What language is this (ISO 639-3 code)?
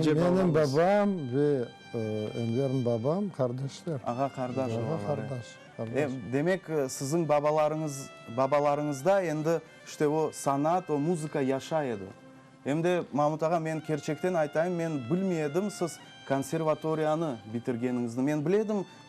crh